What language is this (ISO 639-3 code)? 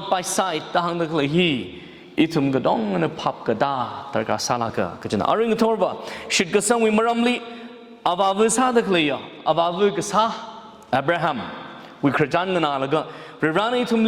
nmf